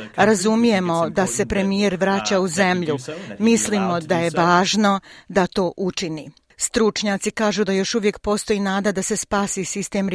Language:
Croatian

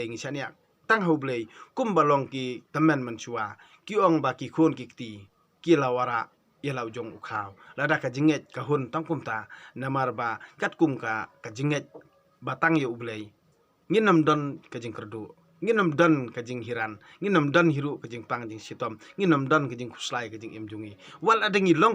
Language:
Khasi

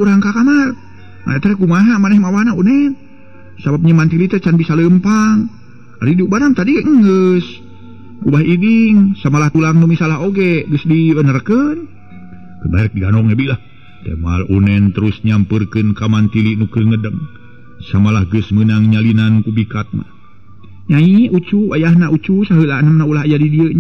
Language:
Sundanese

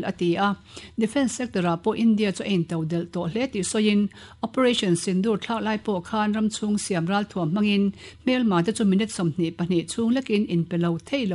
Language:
Mizo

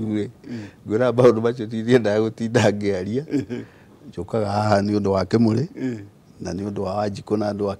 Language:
Kikuyu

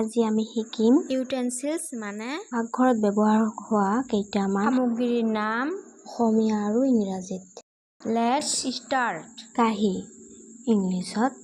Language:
Assamese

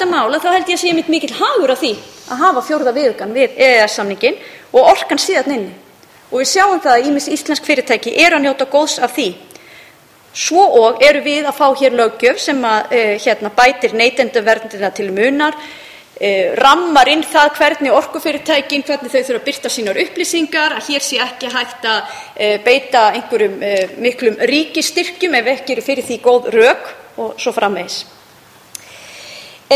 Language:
Icelandic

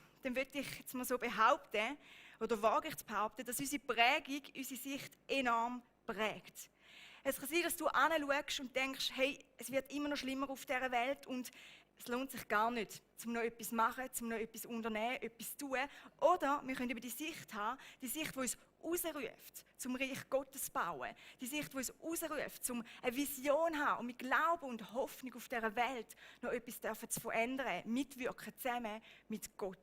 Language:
Swiss German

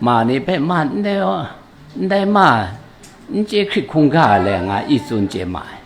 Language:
Kachin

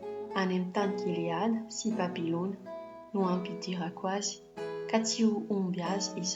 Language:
Malagasy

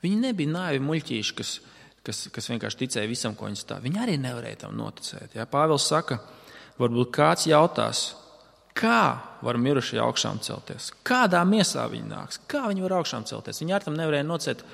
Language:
Latvian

